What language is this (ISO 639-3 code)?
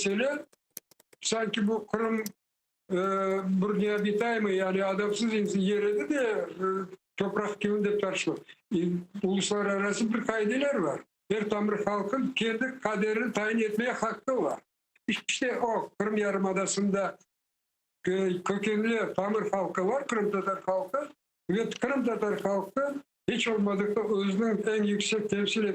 crh